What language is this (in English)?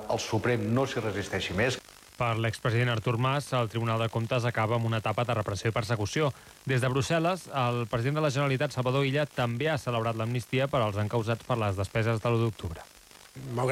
Catalan